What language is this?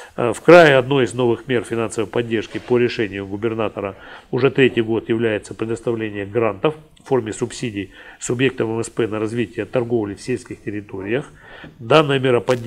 Russian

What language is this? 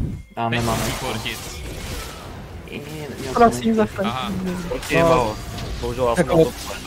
Czech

